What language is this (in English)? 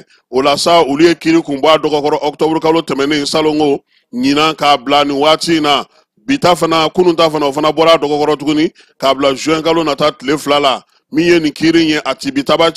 Bambara